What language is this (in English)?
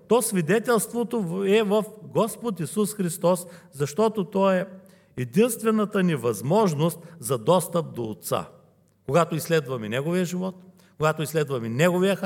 Bulgarian